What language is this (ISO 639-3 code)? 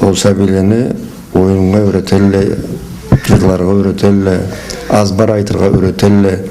krc